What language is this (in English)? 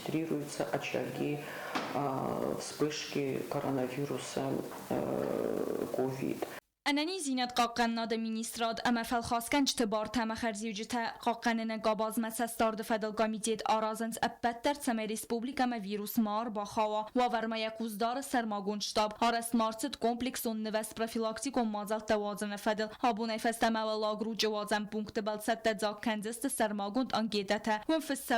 Ossetic